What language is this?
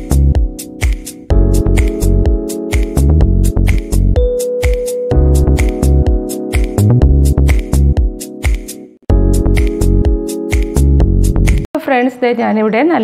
Malayalam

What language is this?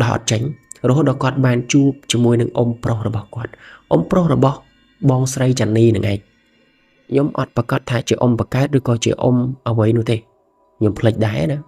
Khmer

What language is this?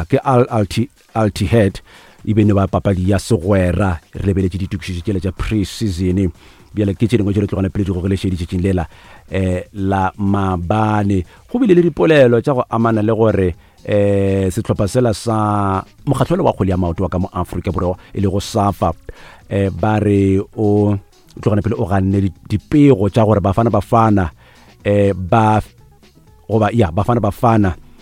Northern Sotho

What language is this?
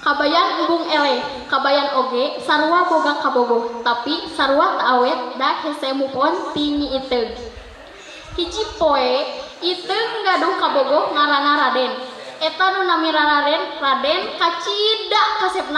Sundanese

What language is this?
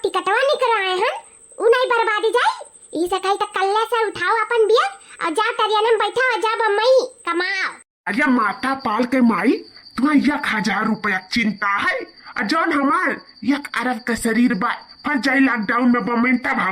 Awadhi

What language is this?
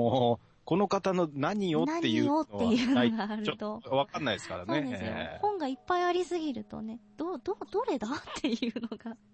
Japanese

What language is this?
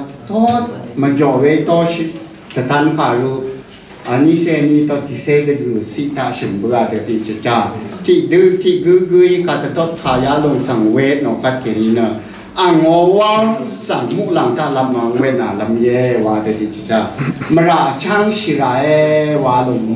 Rawang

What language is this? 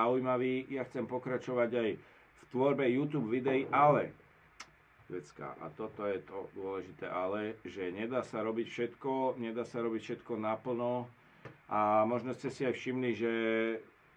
Slovak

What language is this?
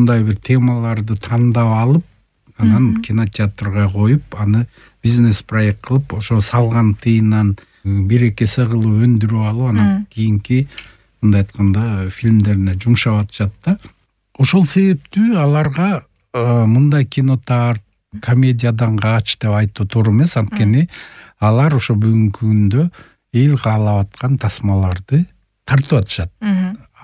Kyrgyz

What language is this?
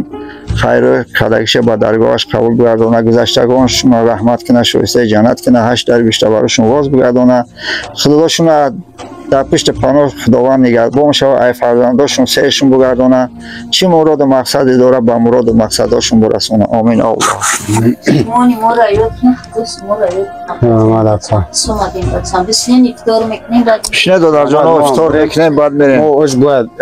Tajik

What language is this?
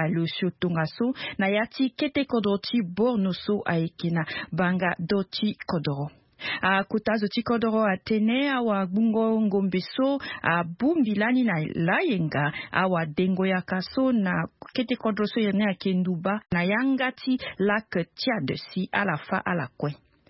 Sango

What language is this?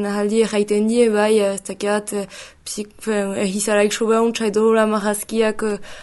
Basque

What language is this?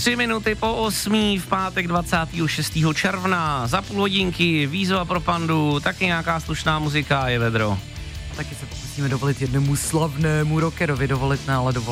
Czech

